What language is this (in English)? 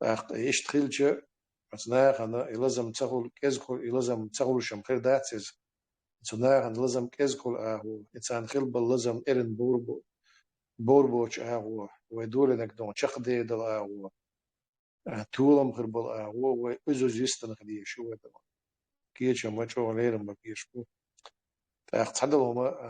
Chechen